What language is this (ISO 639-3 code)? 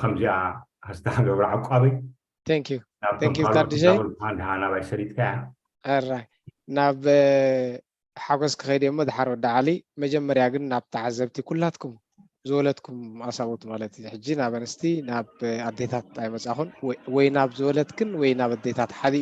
tir